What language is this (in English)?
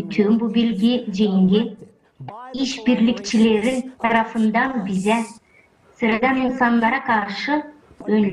Gagauz